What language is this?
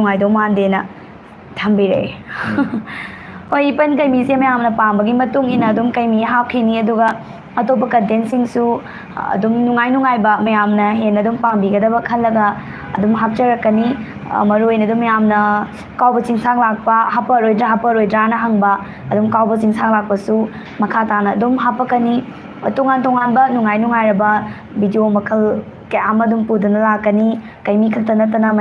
Manipuri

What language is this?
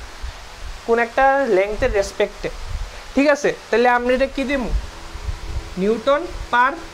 Bangla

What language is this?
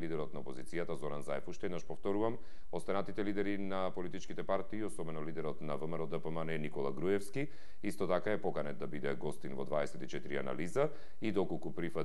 Macedonian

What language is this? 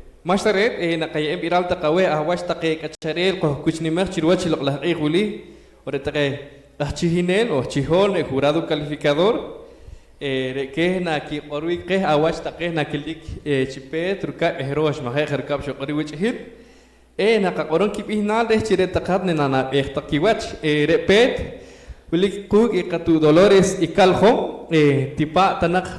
Poqomchi'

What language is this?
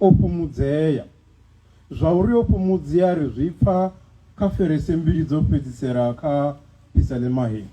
Venda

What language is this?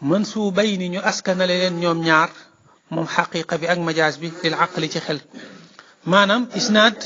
Wolof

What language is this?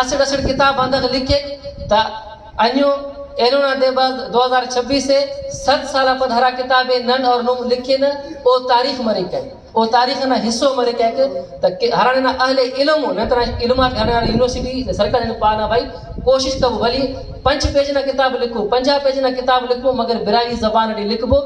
Brahui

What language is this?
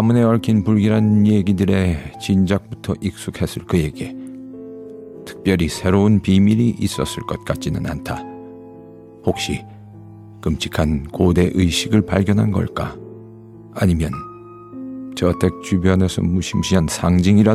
Korean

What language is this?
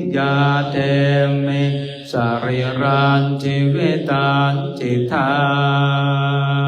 Pali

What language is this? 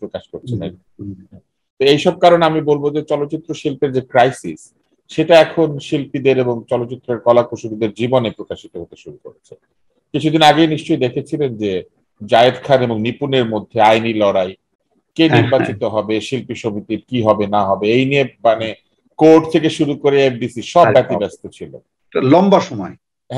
Bangla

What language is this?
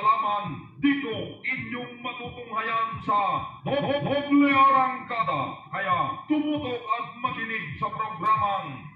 Filipino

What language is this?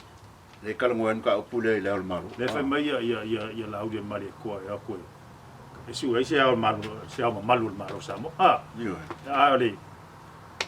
Samoan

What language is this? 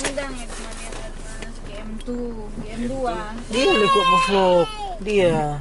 Manado Malay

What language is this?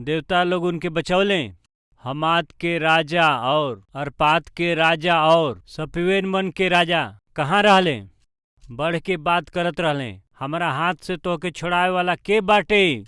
Bhojpuri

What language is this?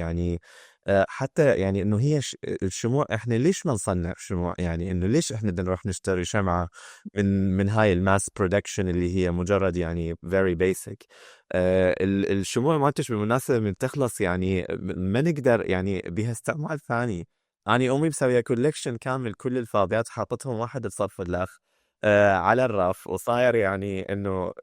Mesopotamian Arabic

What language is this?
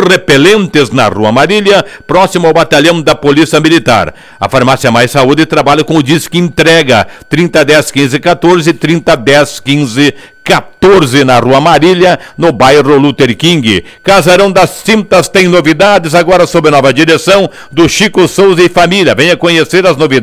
Portuguese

